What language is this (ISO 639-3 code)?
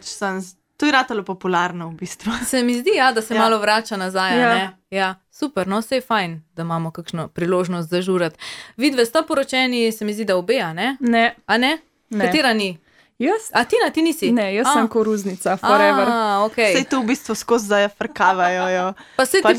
slv